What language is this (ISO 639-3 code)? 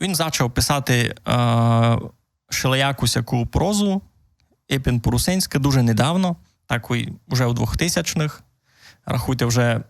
rue